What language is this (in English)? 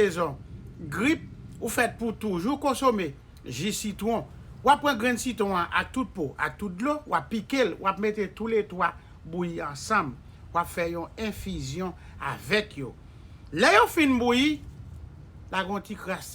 Haitian Creole